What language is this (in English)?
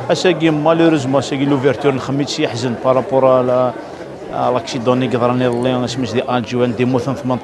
Kabyle